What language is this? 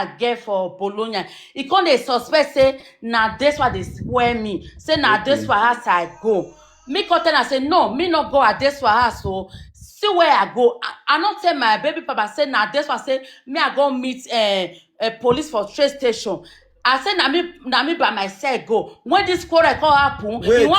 Nigerian Pidgin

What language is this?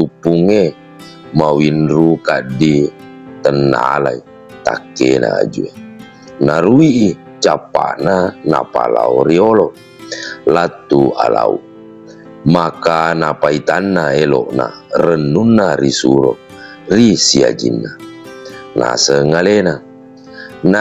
Buginese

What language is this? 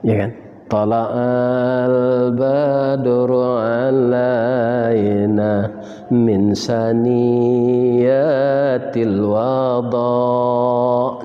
Minangkabau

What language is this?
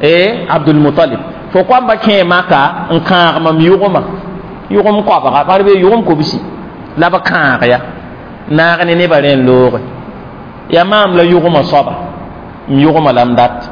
Mossi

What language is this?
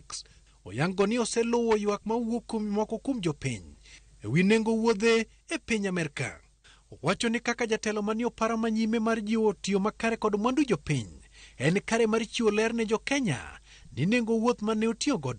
Luo (Kenya and Tanzania)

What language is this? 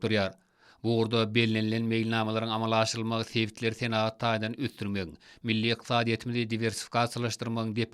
Turkmen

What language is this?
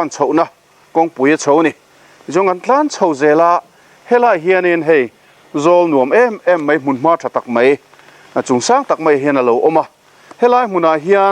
Mizo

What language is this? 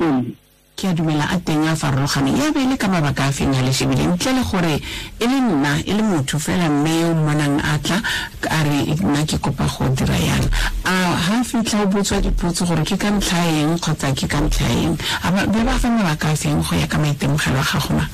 Tswana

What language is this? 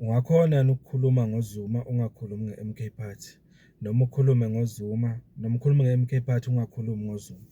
Zulu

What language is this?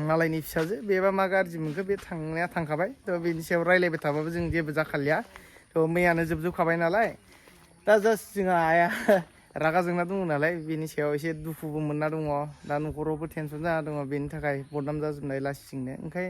Bodo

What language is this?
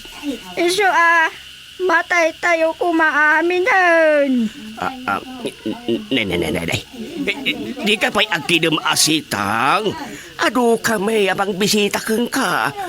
Iloko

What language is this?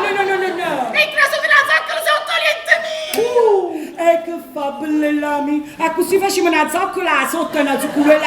Neapolitan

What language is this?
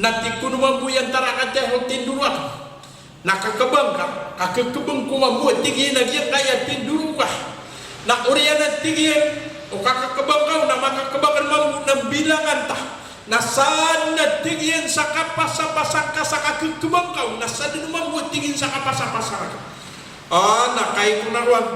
Maranao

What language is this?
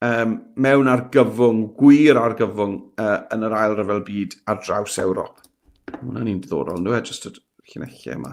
Welsh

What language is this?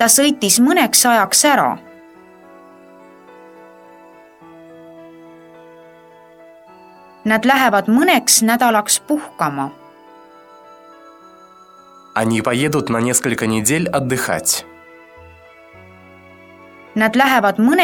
Estonian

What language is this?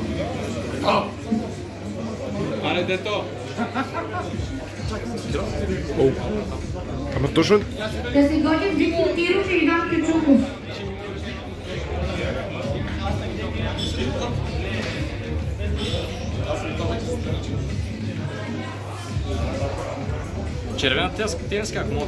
Bulgarian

